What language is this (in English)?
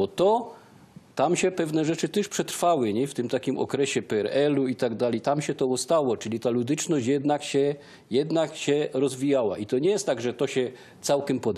Silesian